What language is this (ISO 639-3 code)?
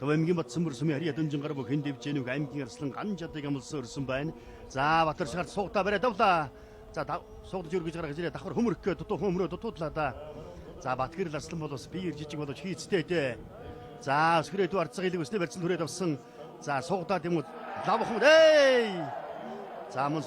mon